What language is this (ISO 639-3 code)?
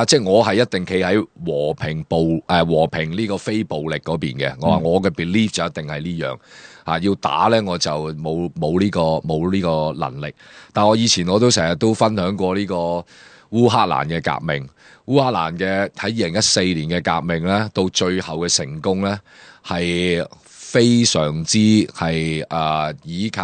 yue